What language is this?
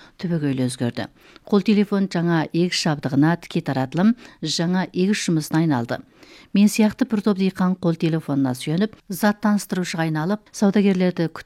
Kazakh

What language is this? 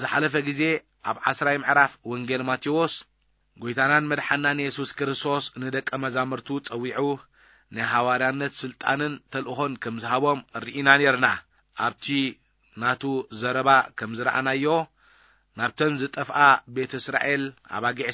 Tigrinya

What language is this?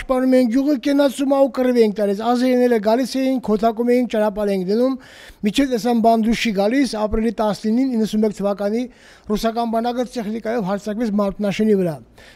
Armenian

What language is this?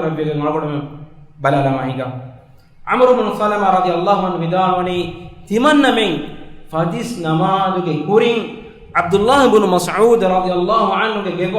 Divehi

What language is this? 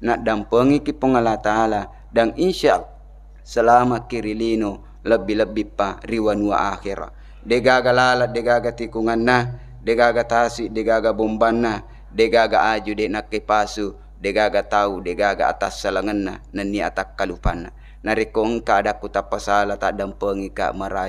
Buginese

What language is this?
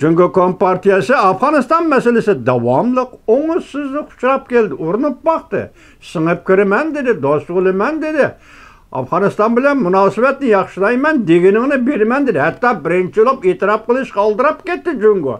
Uyghur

